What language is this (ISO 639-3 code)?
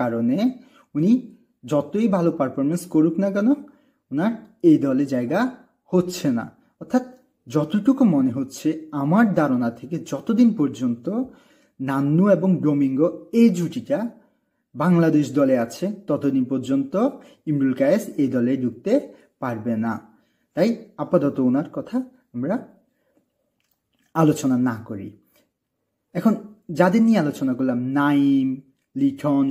ben